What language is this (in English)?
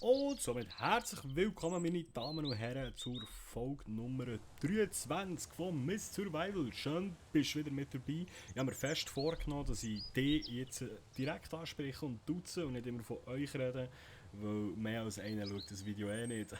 Swiss German